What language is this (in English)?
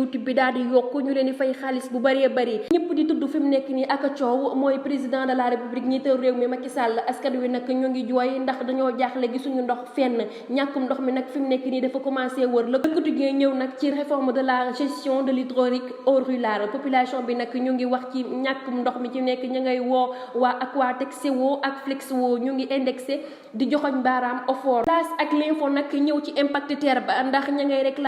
Wolof